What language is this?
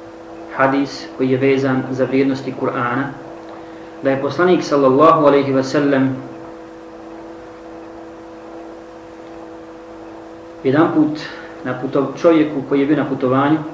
Bosnian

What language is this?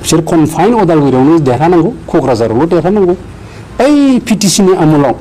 Bodo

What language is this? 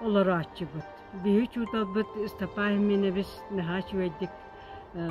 Yakut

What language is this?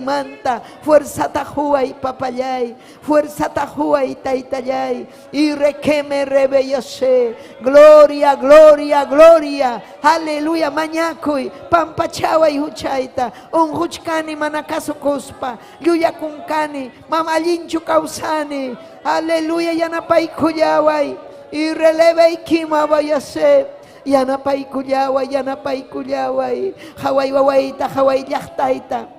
Ayacucho Quechua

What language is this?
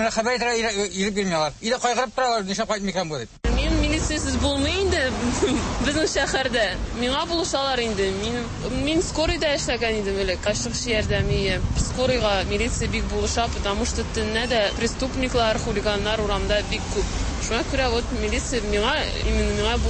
Tatar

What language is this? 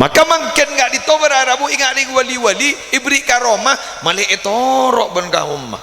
Madurese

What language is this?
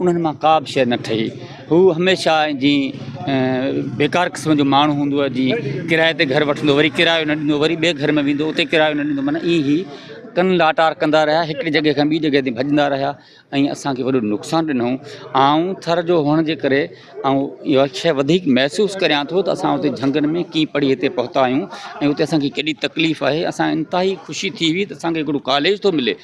Sindhi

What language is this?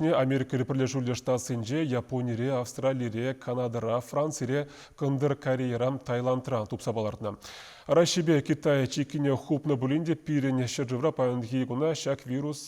Chuvash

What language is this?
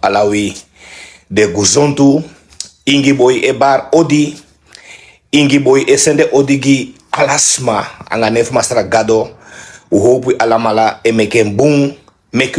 Sranan Tongo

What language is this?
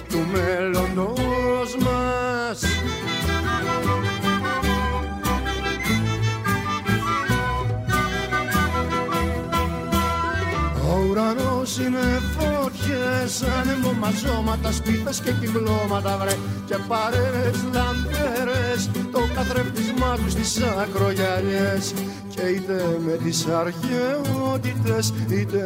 Greek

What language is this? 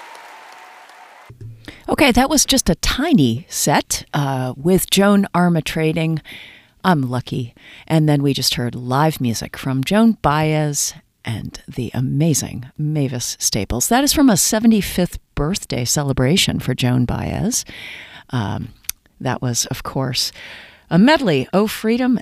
English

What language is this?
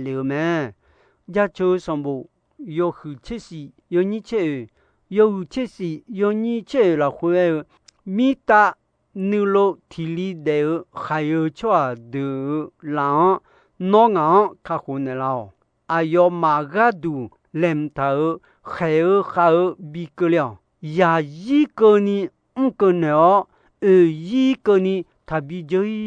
Akha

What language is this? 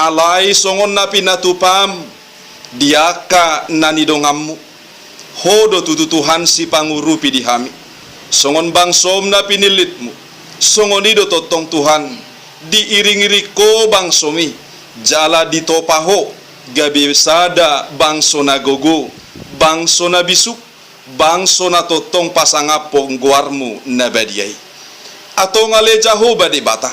Batak Toba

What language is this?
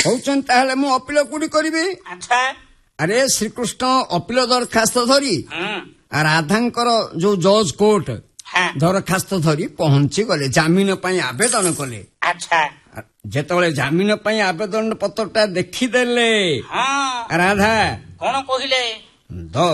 Odia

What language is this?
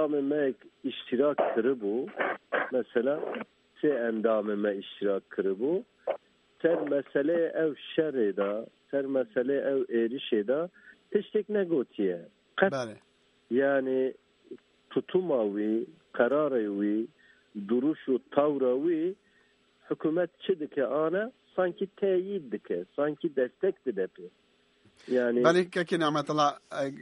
Kurdish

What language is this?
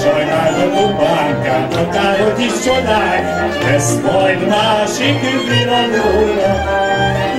Hungarian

